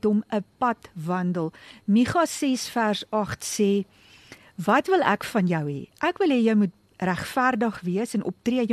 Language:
Afrikaans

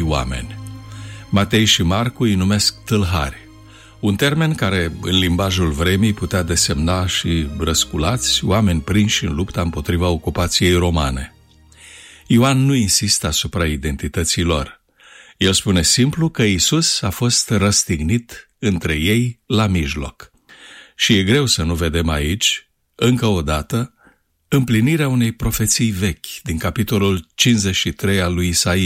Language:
Romanian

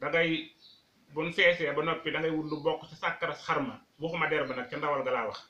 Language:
Wolof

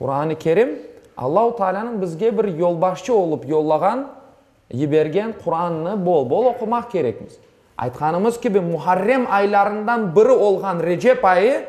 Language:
Crimean Tatar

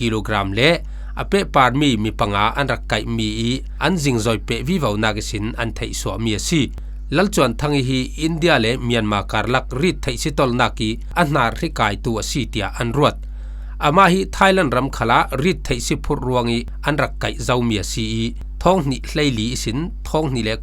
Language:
Falam Chin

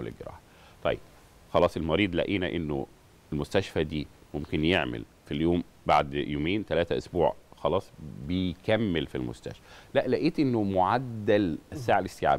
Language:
Egyptian Arabic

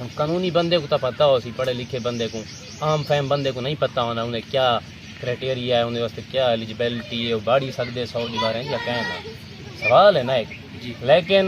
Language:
Saraiki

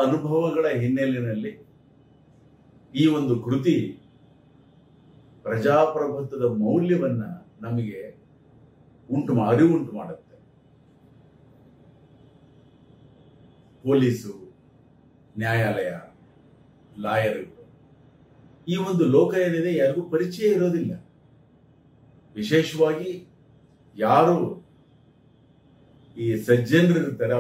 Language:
Kannada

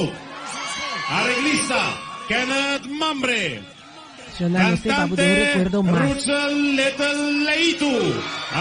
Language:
Papiamento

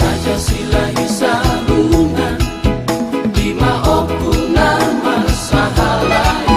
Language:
Batak Toba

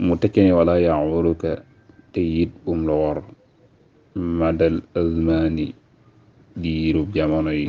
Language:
Wolof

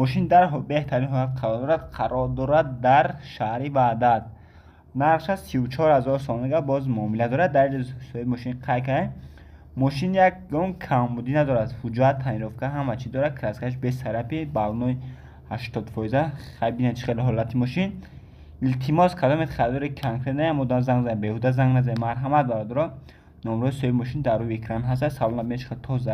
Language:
Tajik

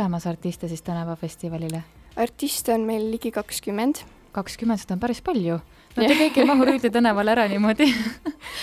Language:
Estonian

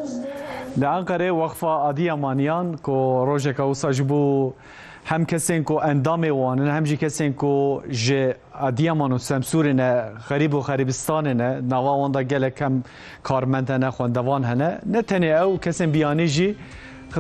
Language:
Kurdish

